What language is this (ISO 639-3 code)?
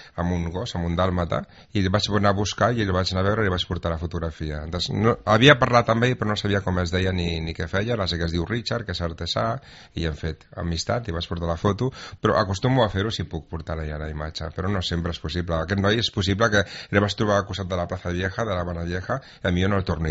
cat